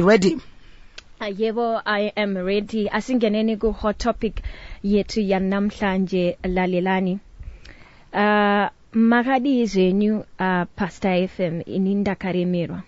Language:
Shona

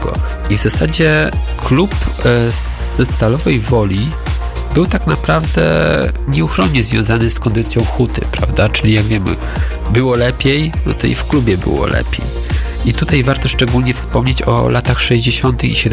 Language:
Polish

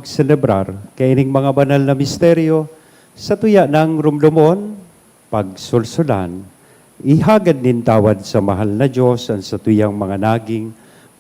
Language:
Bikol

